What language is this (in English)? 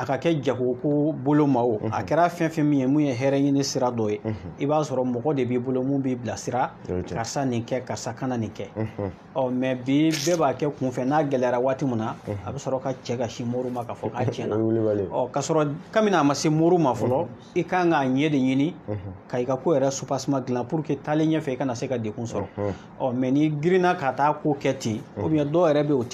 Bambara